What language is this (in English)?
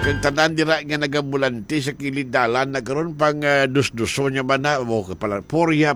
Hiligaynon